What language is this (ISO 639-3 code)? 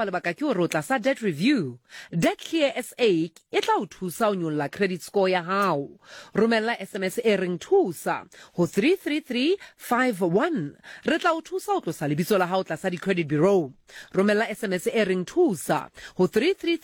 sot